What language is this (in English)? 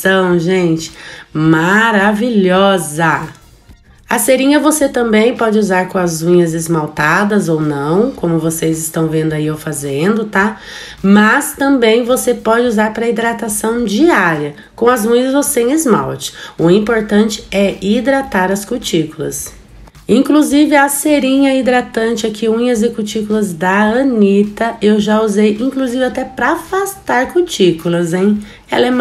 Portuguese